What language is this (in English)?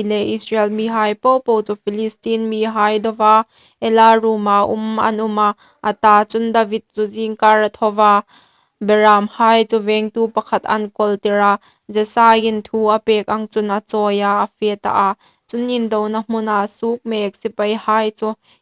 Hmar